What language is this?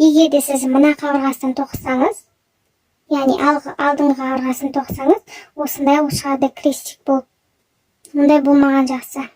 Kazakh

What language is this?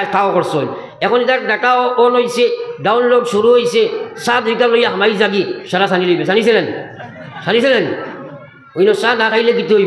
Sylheti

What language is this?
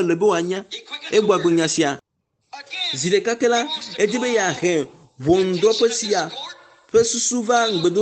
Ewe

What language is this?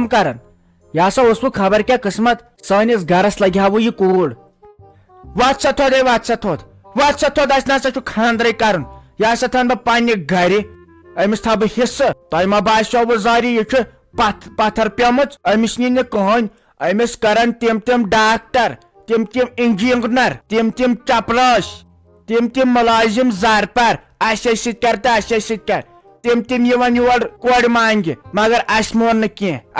Kashmiri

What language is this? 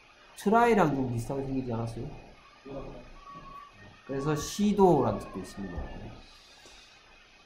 Korean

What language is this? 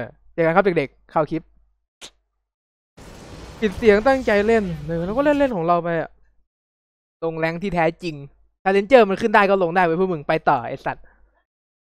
Thai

